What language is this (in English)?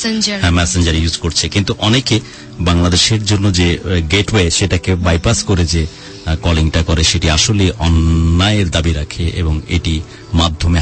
Bangla